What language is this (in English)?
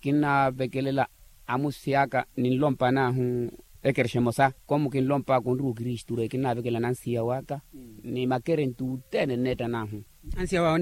Makhuwa